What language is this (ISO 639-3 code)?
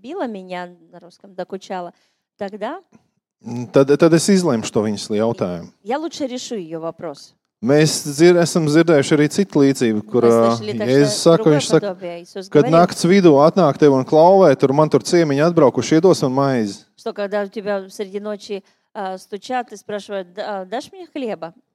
lav